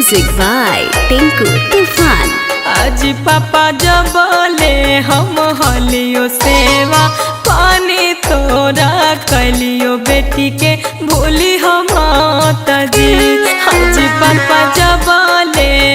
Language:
Magahi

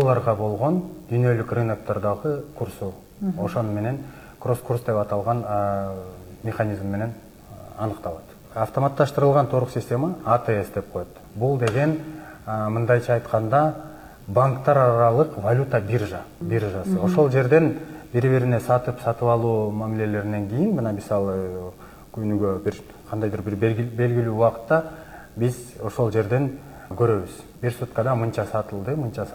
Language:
Kyrgyz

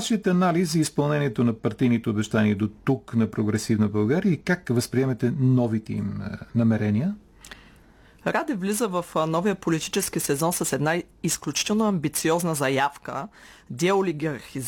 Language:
Bulgarian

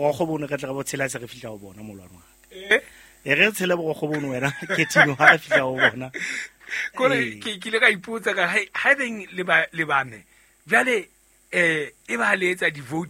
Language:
Southern Sotho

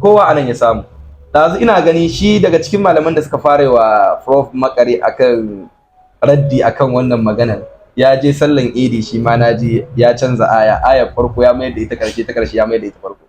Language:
Hausa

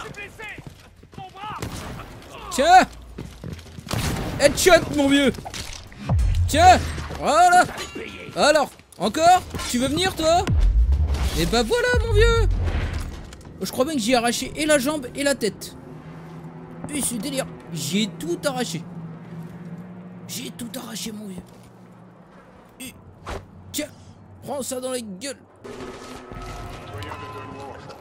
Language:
French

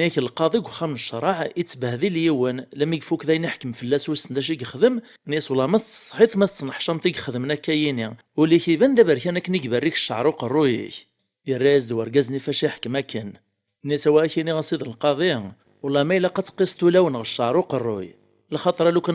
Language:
Kabyle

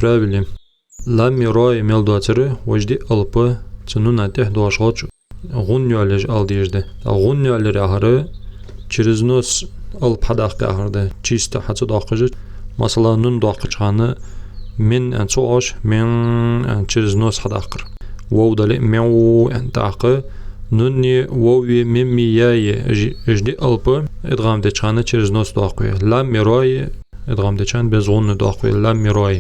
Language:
Ingush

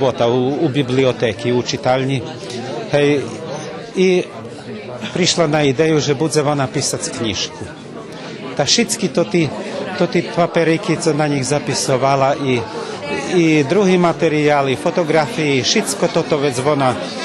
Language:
Rusyn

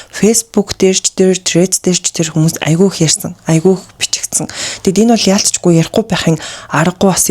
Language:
Mongolian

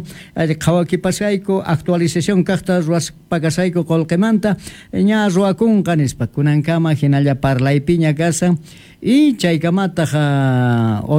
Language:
South Bolivian Quechua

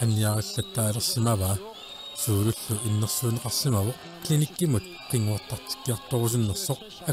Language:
Kalaallisut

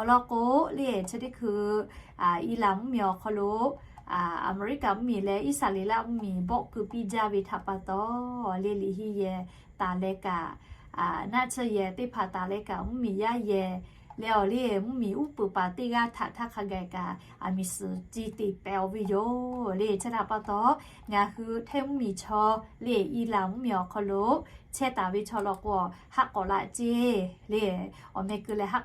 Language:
Lahu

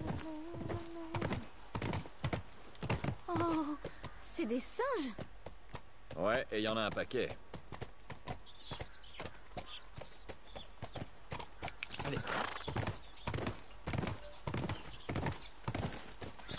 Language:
French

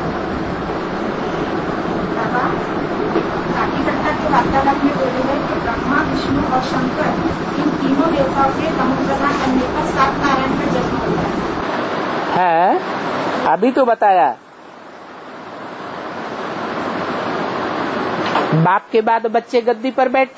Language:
Hindi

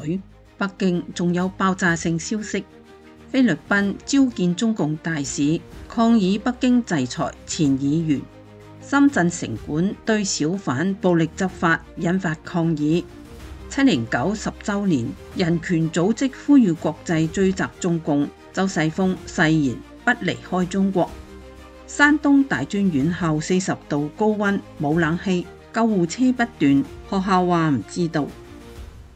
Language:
Cantonese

